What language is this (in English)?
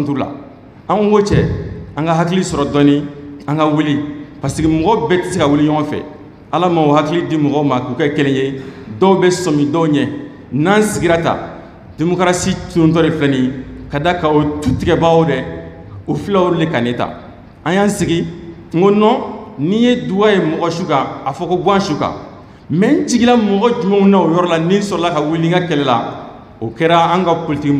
Bambara